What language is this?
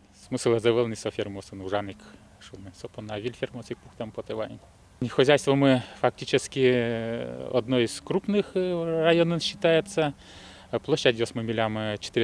Udmurt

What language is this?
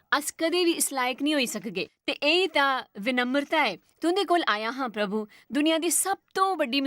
Dogri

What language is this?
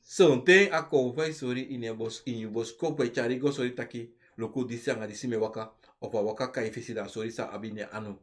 Sranan Tongo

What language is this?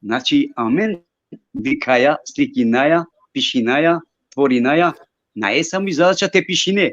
Balkan Romani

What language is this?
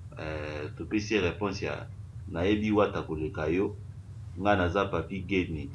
Lingala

